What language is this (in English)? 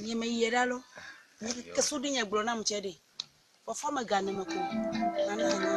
Ewe